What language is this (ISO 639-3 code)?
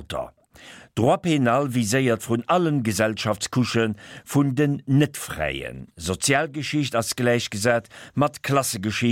ltz